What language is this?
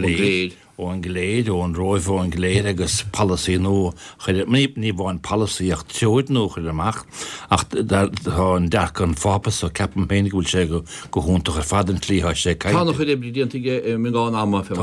Irish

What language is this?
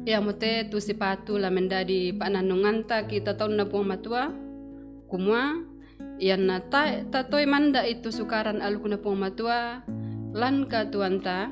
Toraja-Sa'dan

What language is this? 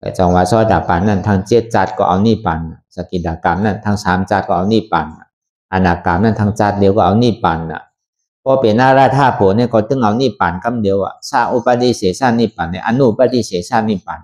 Shan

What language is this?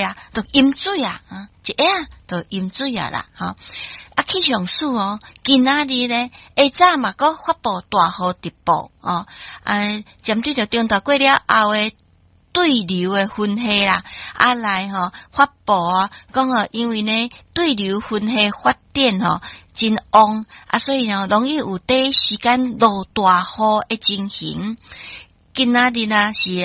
Min Nan Chinese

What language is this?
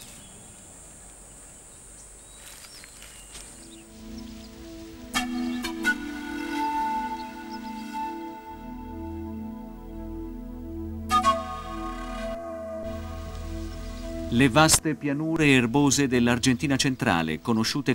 Italian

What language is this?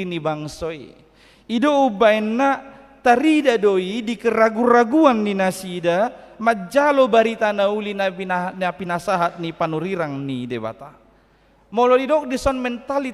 Batak Toba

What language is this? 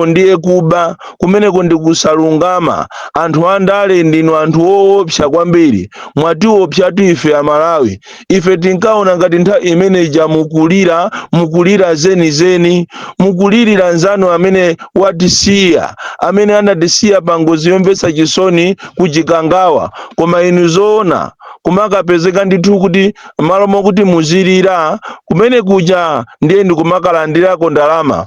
Nyanja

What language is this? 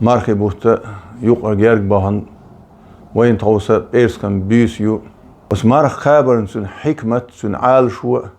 Chechen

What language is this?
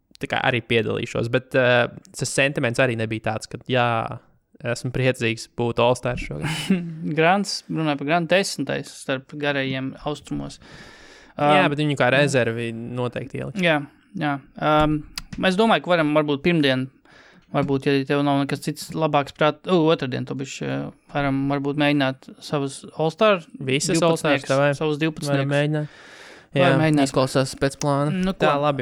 Latvian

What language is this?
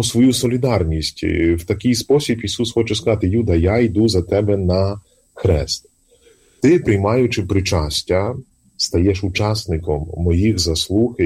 Ukrainian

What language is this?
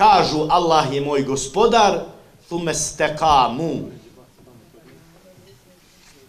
Bosnian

